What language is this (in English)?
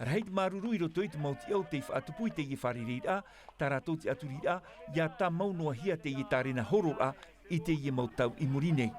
Tahitian